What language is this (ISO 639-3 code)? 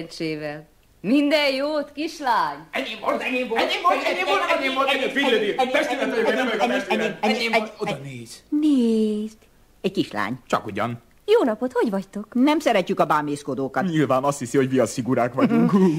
hun